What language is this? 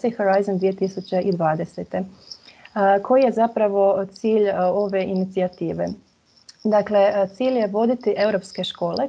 Croatian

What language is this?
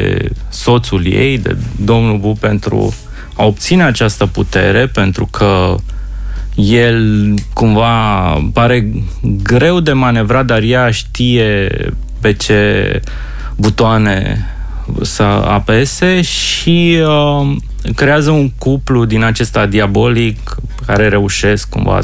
Romanian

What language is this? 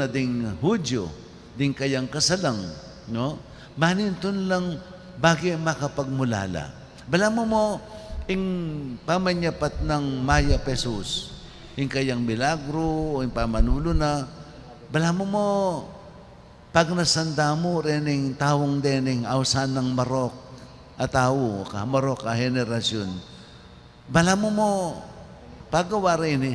Pampanga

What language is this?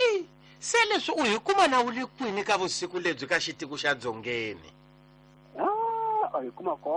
Tsonga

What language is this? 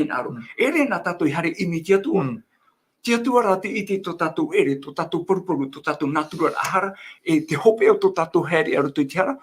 Tahitian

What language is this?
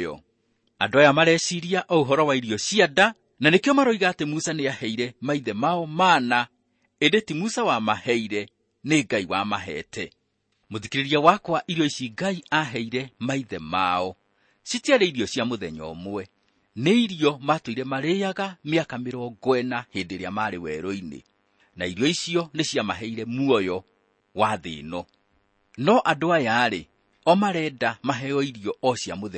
Kikuyu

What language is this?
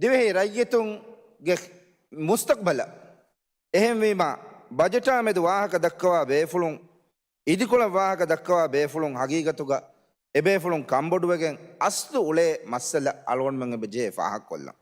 Divehi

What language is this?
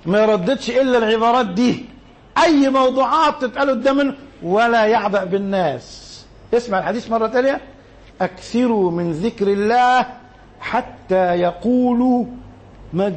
Egyptian Arabic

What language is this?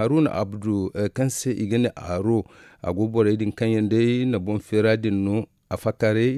Zarma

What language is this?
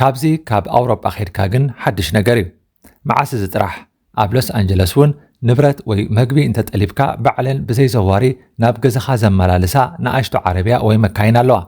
Tigrinya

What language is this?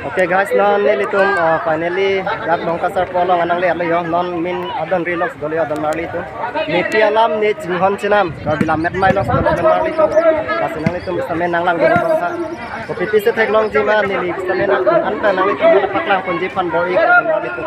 Karbi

